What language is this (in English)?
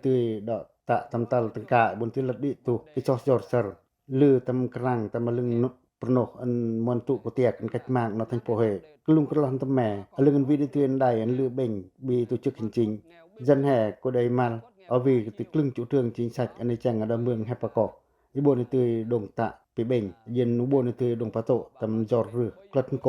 Pacoh